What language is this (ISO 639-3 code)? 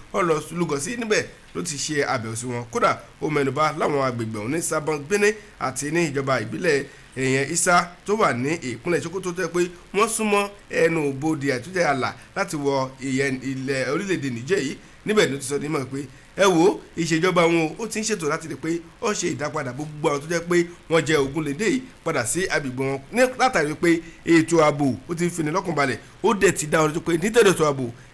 yor